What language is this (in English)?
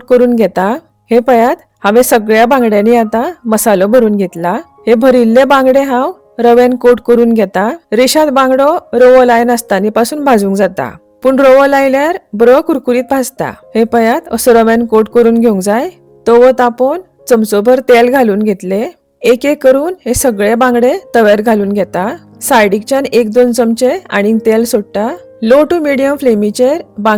Konkani